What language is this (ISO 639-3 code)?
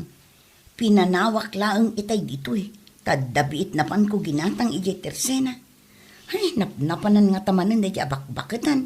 ilo